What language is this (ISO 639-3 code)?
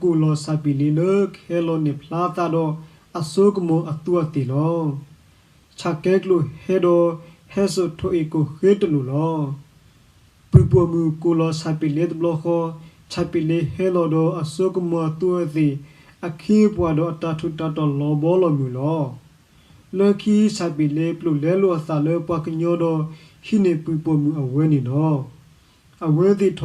ksw